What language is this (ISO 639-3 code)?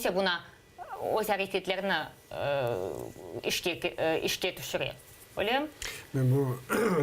crh